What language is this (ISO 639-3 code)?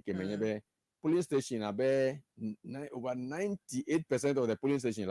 ewe